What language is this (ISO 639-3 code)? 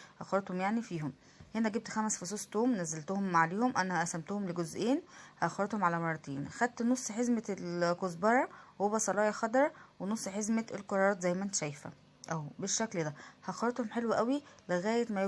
arz